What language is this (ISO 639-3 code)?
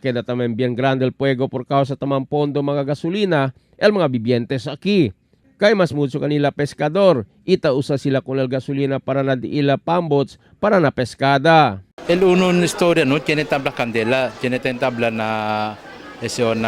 cbk